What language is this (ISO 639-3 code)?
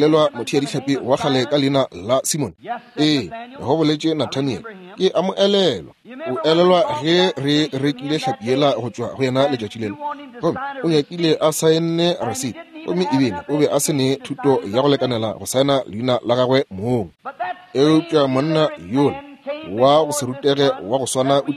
nso